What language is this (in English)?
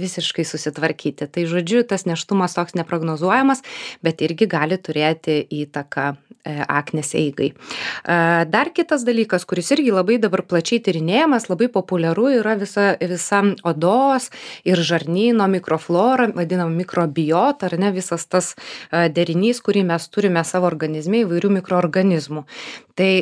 Lithuanian